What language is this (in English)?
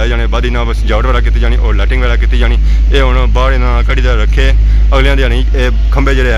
Pahari-Potwari